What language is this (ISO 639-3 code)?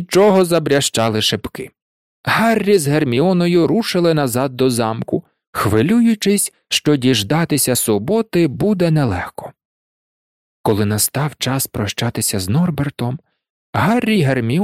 ukr